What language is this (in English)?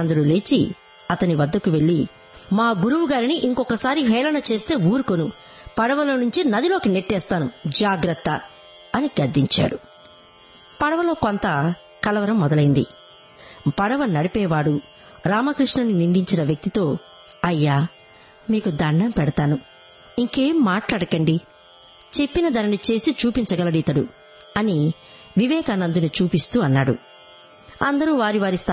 Telugu